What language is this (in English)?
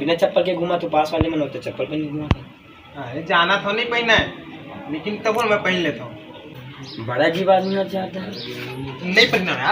Chhattisgarhi